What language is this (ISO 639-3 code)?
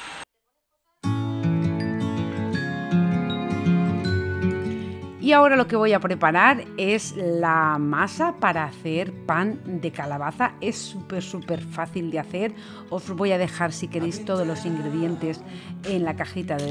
spa